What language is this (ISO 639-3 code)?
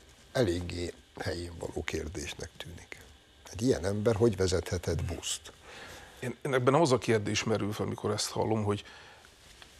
hun